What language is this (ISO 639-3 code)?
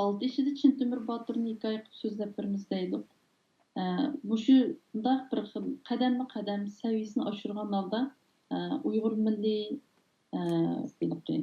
uig